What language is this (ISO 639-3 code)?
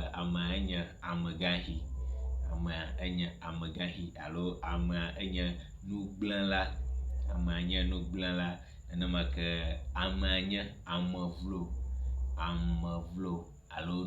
ewe